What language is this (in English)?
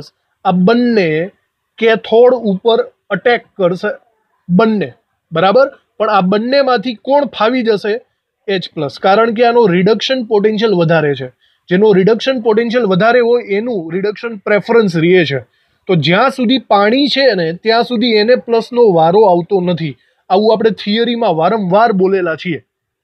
Gujarati